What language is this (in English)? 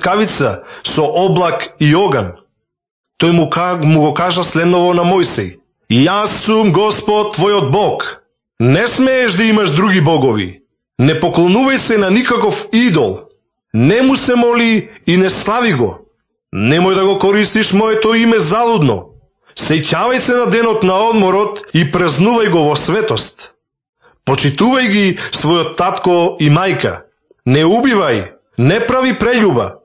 Macedonian